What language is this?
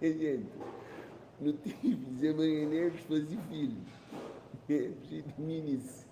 Kabuverdianu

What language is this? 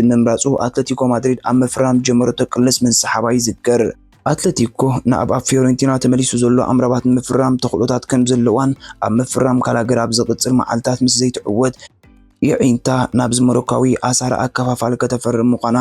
Tigrinya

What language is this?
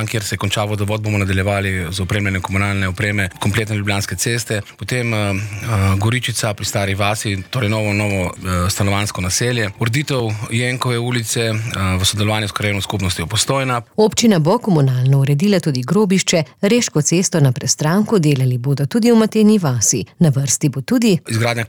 Slovenian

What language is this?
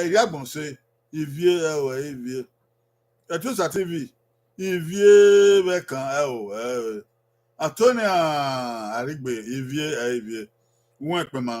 Bini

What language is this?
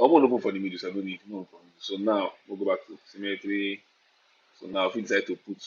Nigerian Pidgin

